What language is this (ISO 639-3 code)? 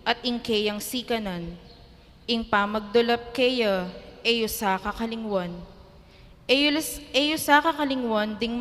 pam